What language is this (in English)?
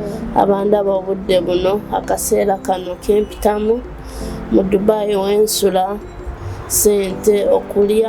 Ganda